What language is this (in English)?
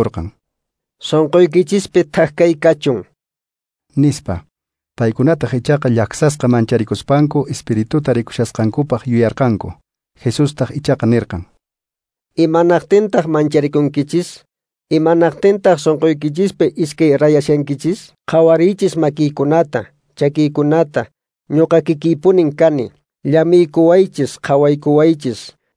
Quechua